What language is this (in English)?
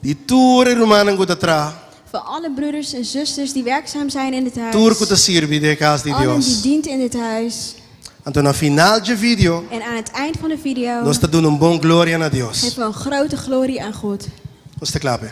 Papiamento